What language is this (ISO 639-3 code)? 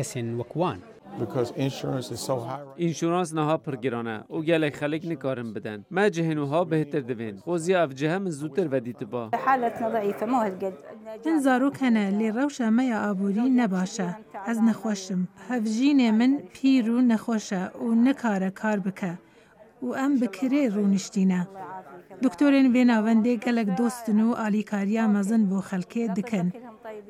kur